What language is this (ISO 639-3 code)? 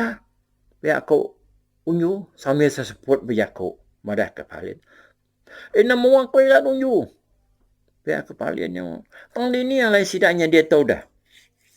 iba